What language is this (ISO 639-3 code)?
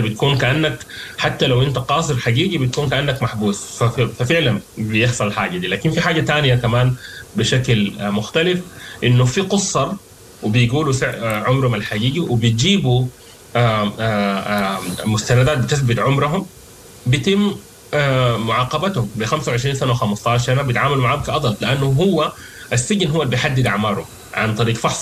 apd